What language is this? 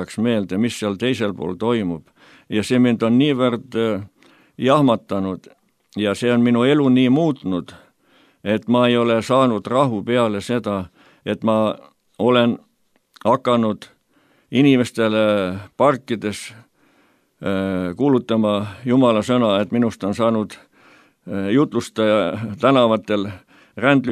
Estonian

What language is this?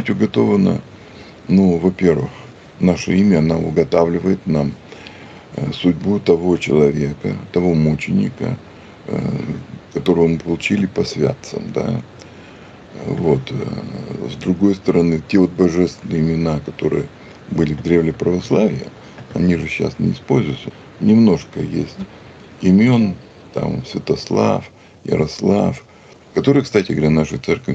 Russian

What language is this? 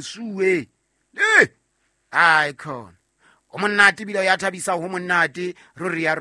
Southern Sotho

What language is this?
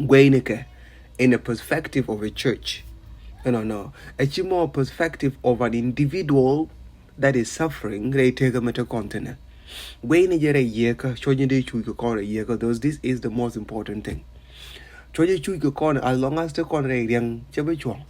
Nuer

